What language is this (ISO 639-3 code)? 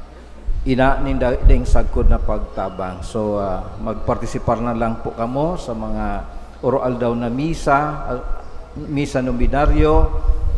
bik